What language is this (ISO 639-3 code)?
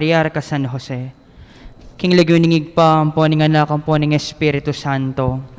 pam